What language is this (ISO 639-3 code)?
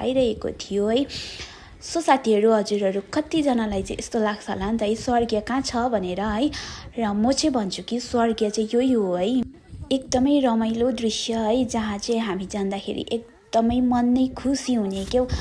nep